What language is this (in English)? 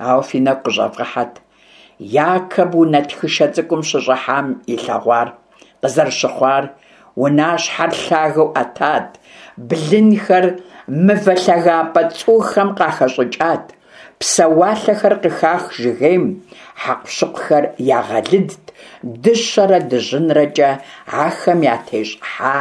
Kabardian